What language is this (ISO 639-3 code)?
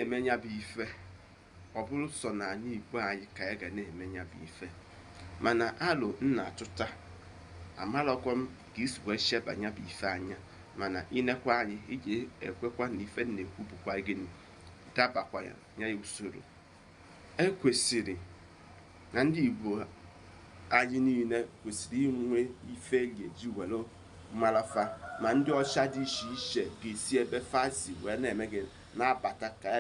ibo